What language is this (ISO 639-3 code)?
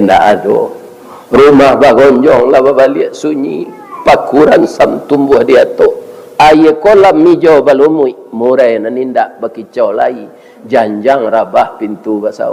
min